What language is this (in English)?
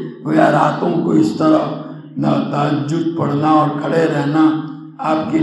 Urdu